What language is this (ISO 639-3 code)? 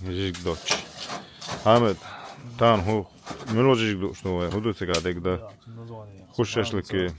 che